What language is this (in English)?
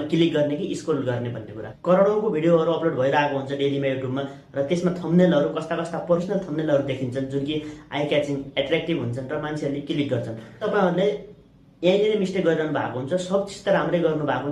Nepali